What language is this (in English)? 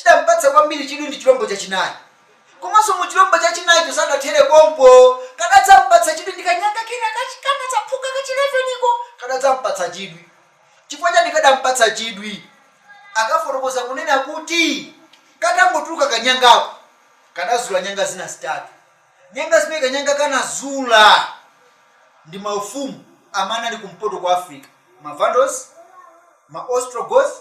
Nyanja